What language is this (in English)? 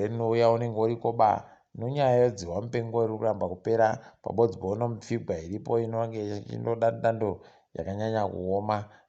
Ndau